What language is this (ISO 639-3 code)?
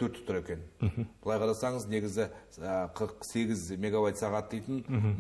kaz